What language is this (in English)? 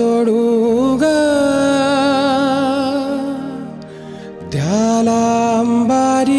Marathi